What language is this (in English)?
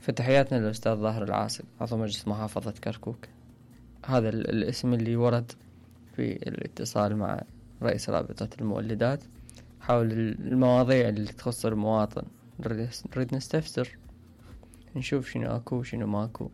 Mesopotamian Arabic